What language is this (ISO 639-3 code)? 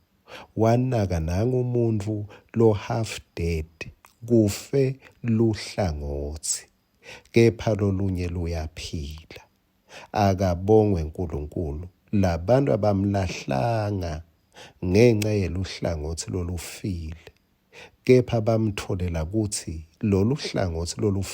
ssw